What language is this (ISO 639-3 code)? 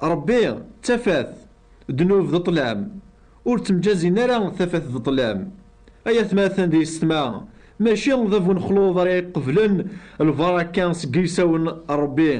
kab